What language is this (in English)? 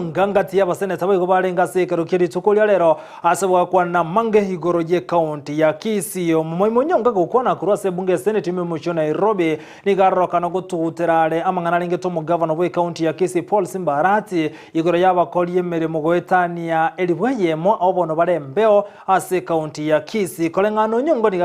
Gusii